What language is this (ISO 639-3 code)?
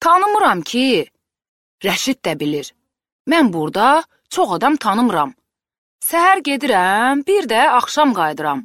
aze